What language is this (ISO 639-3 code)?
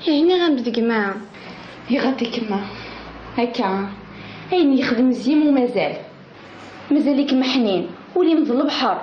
kab